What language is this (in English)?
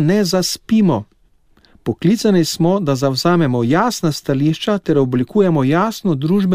Slovenian